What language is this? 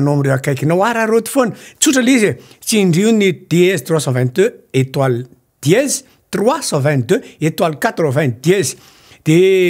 Malagasy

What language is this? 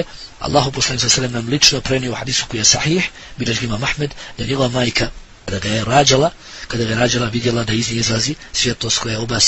Bosnian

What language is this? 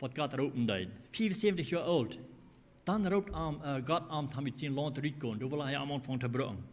Plautdietsch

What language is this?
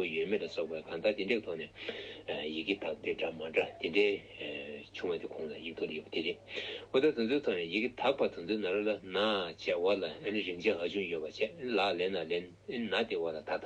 Tibetan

